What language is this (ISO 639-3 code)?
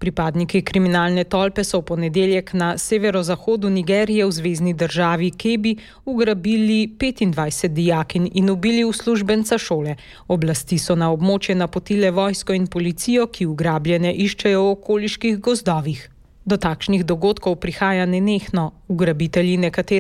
slv